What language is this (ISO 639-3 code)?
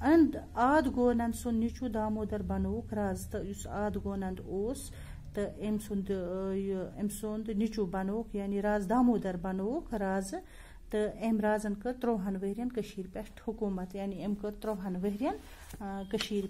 kas